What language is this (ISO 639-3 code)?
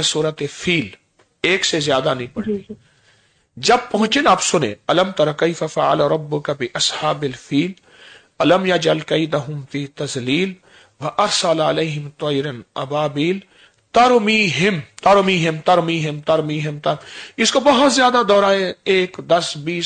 urd